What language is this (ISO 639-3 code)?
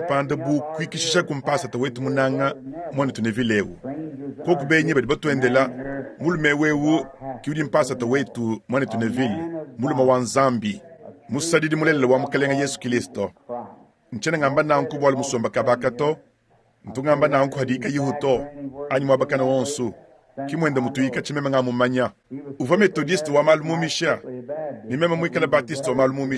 lua